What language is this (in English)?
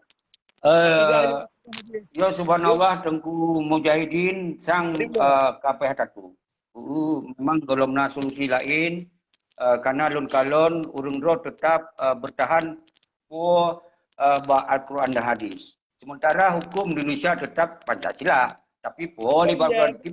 Achinese